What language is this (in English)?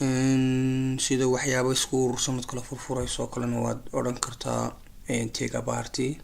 Somali